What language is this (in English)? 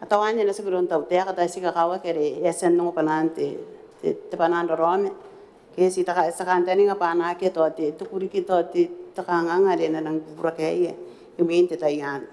Gilbertese